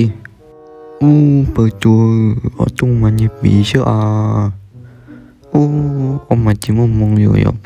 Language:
Hmong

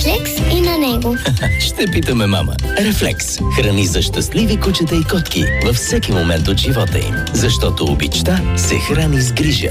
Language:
Bulgarian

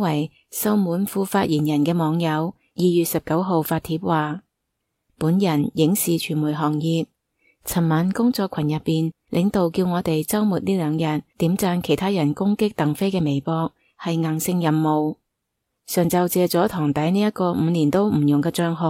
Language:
Cantonese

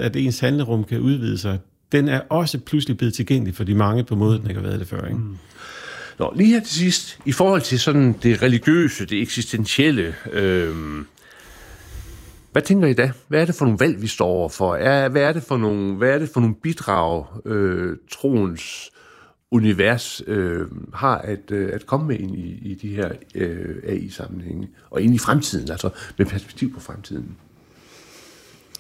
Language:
Danish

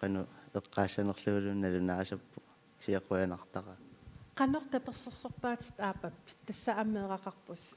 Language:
Kalaallisut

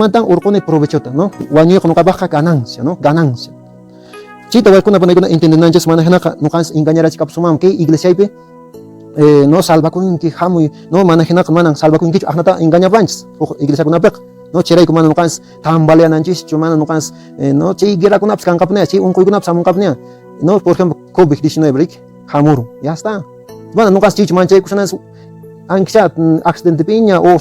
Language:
Quechua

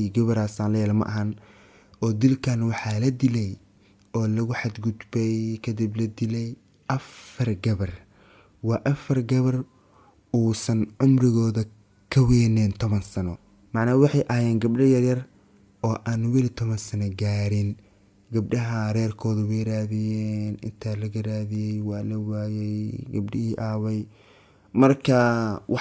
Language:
Somali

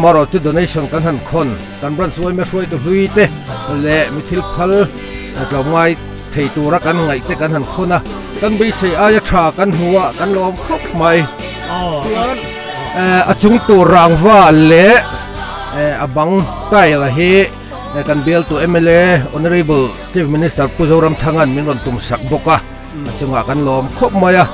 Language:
Mizo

